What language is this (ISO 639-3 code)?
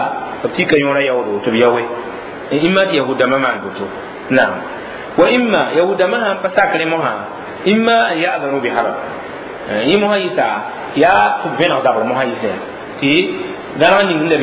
mos